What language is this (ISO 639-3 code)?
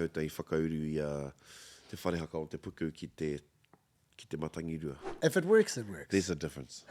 mri